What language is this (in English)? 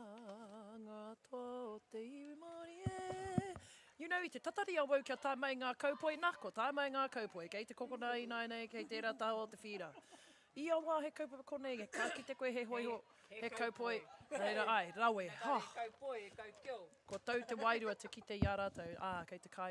Māori